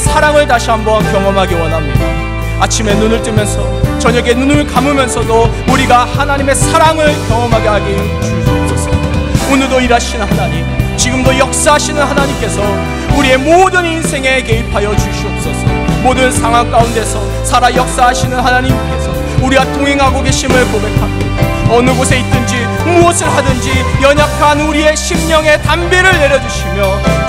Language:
Korean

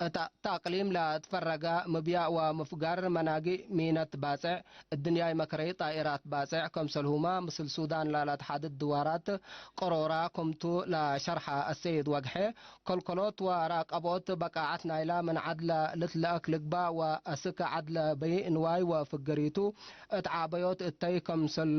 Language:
Tigre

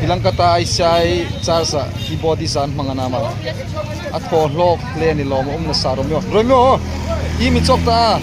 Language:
Hmar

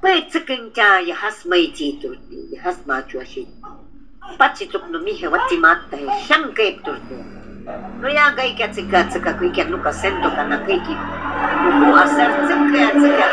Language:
Shuar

